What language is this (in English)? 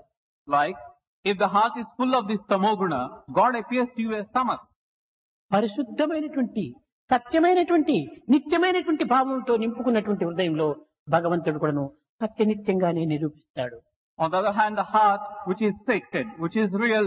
Telugu